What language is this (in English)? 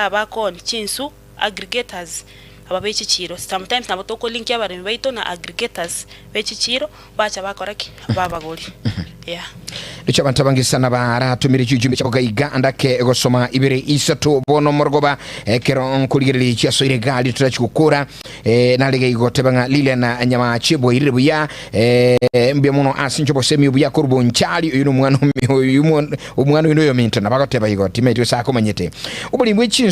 Gusii